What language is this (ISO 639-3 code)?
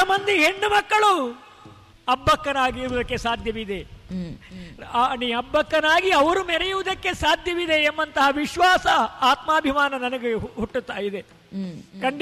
kan